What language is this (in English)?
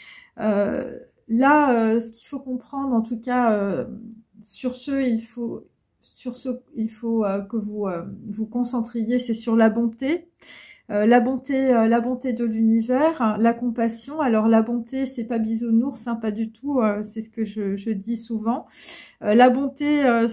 French